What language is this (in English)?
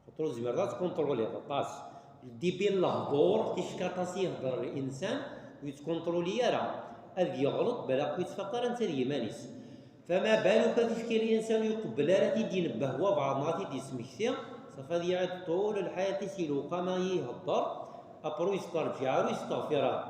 Kabyle